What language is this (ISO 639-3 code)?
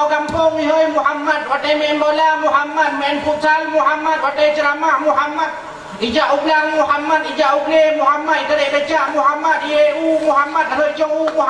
ace